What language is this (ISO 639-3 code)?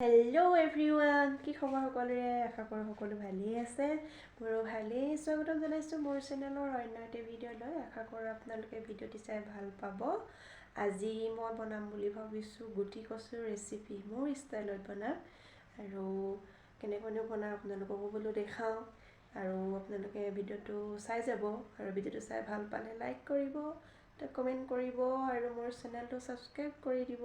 asm